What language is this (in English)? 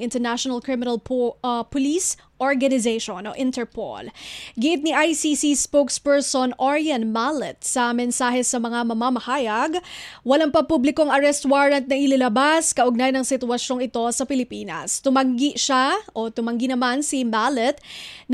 Filipino